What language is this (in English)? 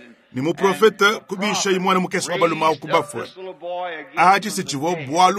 Luba-Lulua